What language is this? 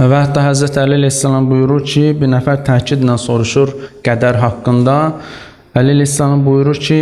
Azerbaijani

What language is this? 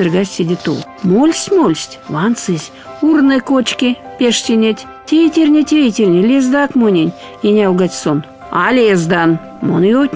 Erzya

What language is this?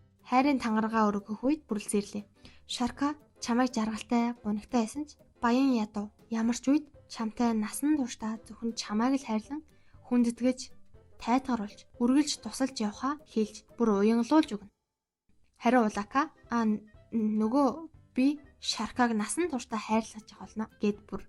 Mongolian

